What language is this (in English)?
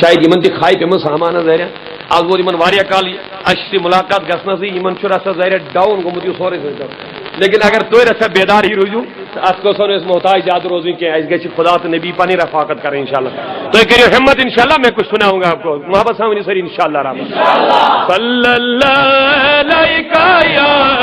Kashmiri